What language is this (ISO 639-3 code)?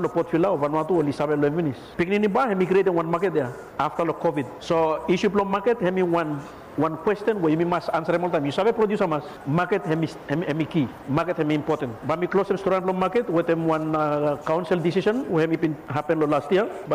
bis